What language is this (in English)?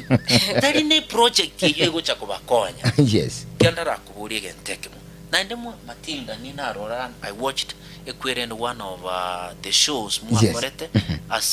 Gusii